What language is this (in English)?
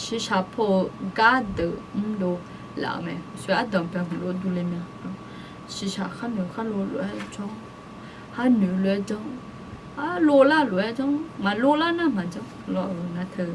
Akha